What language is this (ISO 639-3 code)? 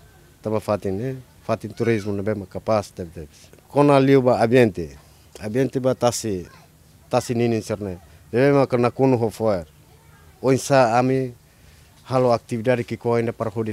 tet